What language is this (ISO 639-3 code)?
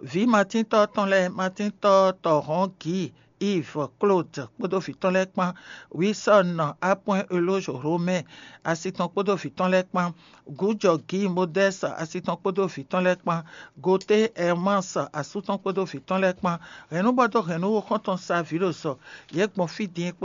fon